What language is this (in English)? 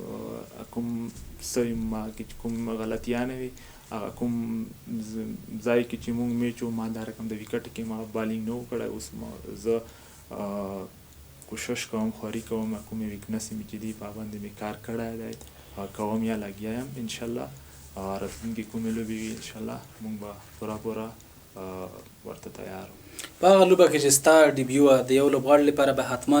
Pashto